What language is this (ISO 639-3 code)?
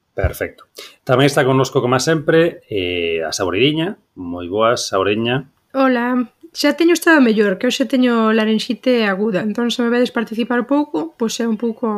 glg